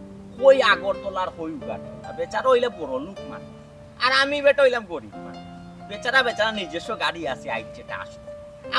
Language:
Sylheti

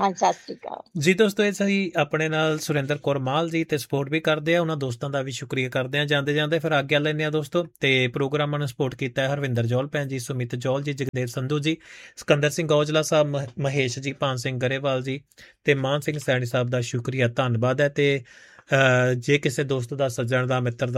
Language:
Punjabi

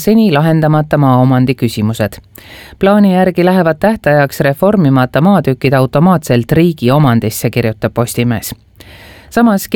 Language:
Estonian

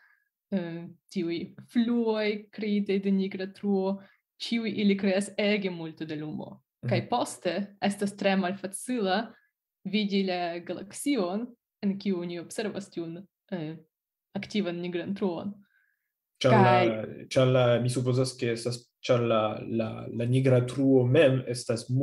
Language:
Esperanto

